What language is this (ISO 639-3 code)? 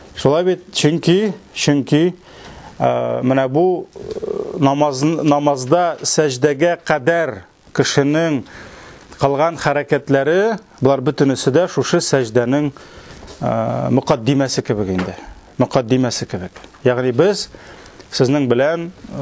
tat